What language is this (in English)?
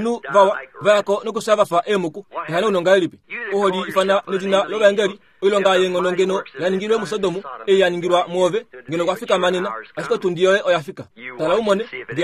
Kuanyama